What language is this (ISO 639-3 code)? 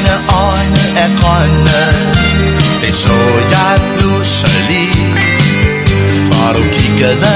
dan